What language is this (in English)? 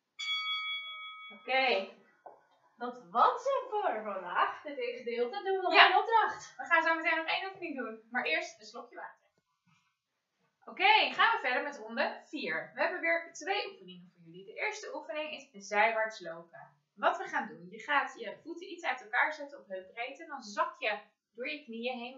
Dutch